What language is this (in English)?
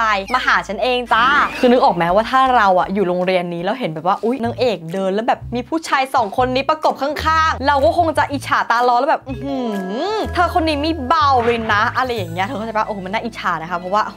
Thai